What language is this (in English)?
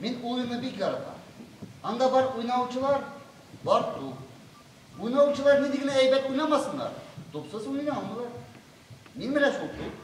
Tatar